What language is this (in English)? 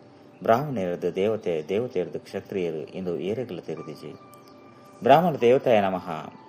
Tulu